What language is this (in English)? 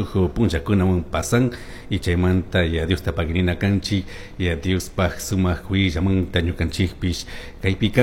Chimborazo Highland Quichua